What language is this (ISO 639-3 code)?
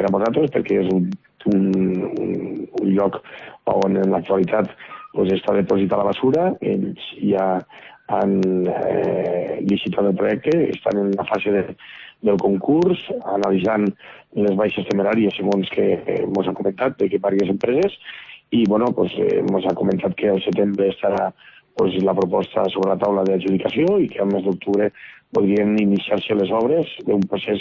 cat